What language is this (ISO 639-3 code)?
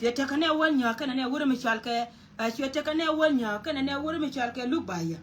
nus